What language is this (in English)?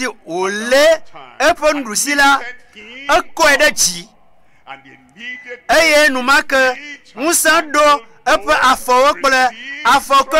Ewe